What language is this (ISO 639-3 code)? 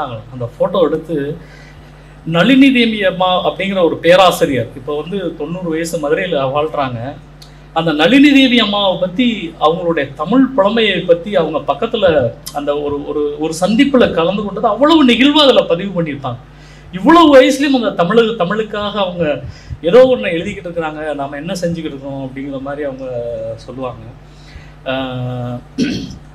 tam